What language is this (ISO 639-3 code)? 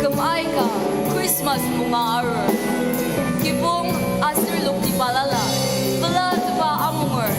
njo